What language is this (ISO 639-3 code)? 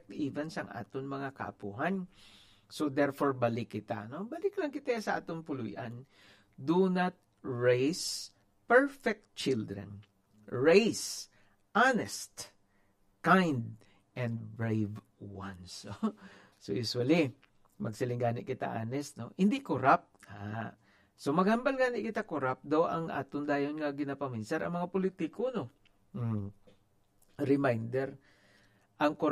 hil